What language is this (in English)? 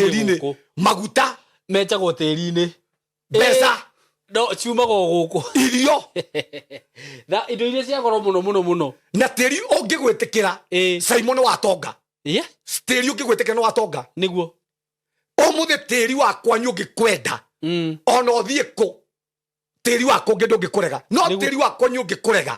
Kikuyu